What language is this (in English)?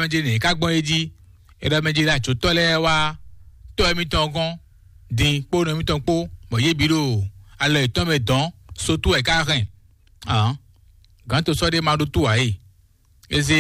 Fon